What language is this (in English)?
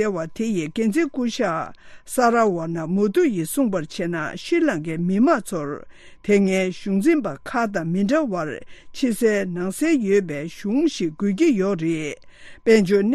Tibetan